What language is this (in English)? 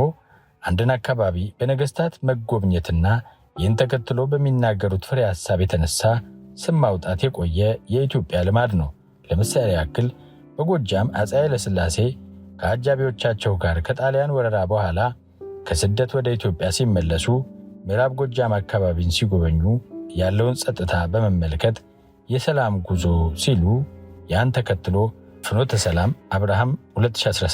Amharic